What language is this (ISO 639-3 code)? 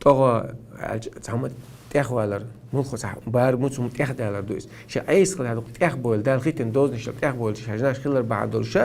che